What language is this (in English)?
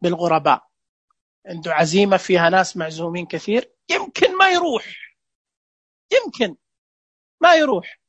Najdi Arabic